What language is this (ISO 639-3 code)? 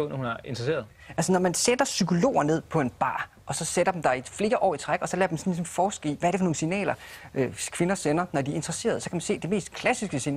dan